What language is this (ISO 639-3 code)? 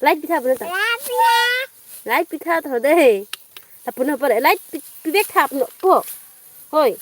mjw